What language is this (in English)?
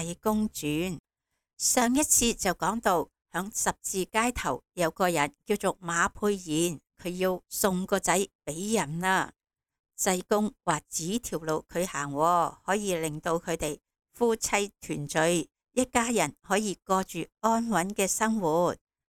Cantonese